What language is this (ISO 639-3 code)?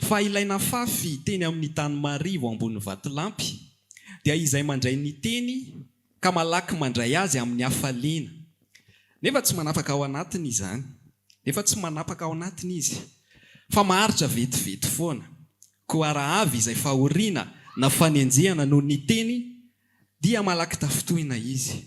mlg